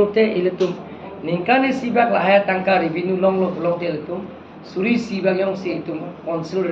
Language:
Karbi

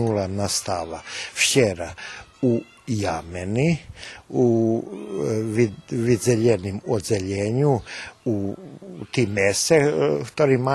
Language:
Rusyn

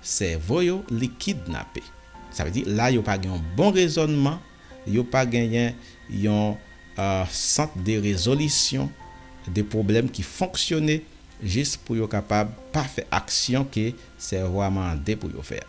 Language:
Haitian Creole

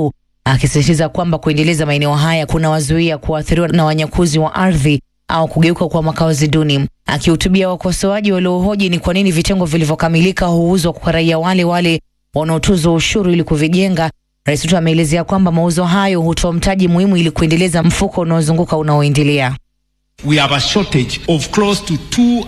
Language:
Swahili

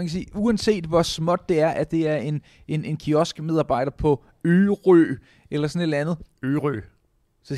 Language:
Danish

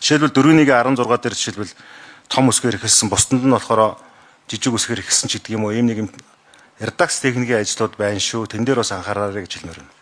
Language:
Mongolian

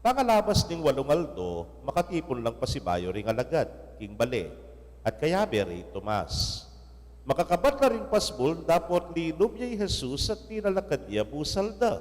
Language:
Pampanga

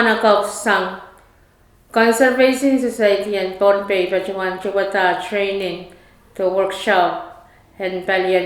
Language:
Pohnpeian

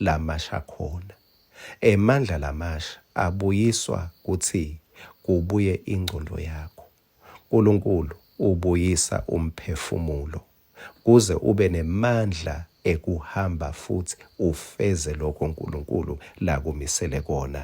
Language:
Swati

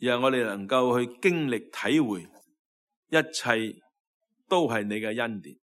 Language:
Cantonese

